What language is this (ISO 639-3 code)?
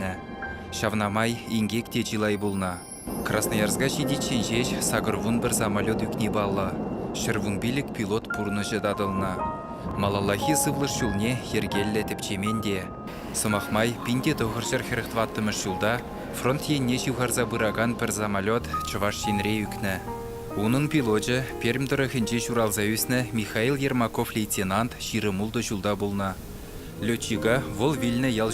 chv